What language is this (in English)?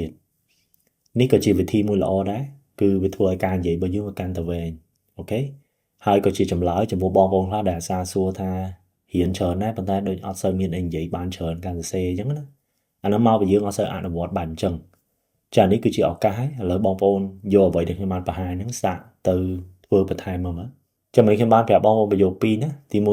Khmer